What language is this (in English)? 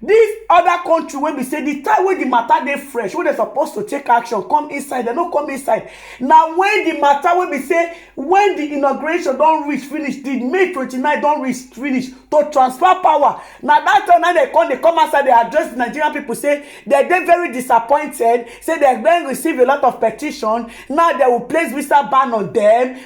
Nigerian Pidgin